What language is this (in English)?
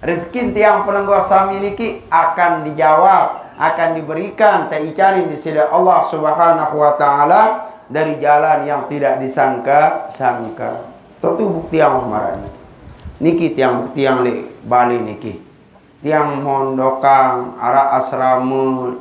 Sasak